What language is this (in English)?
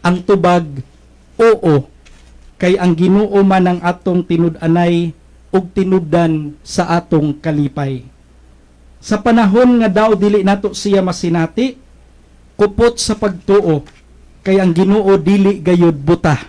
Cebuano